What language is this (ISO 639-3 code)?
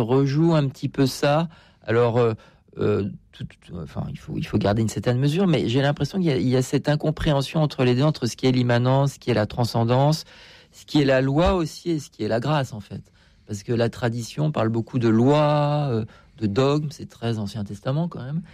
fra